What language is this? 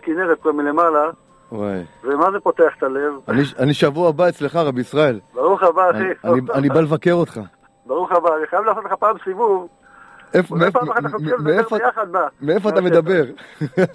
Hebrew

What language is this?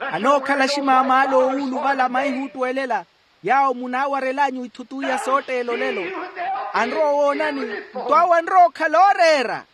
Makhuwa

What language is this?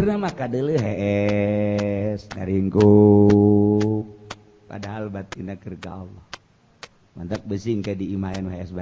Sundanese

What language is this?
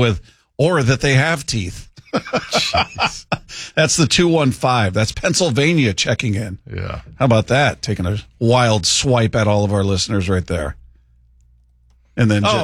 English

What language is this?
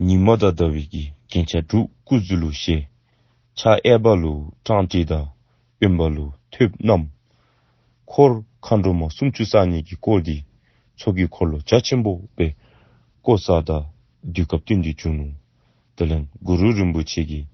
Dzongkha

